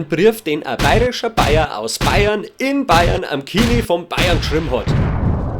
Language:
Bavarian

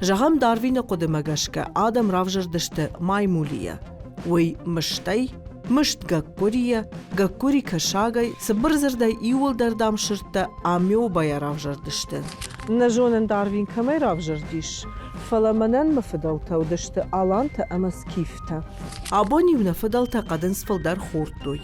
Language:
Ossetic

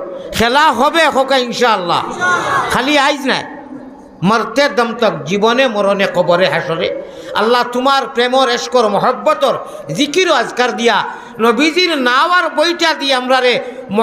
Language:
Sylheti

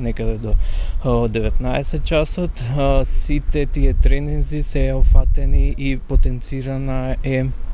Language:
Macedonian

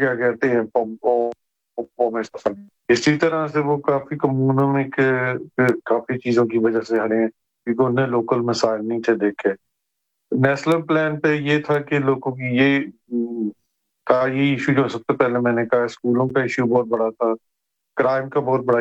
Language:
Urdu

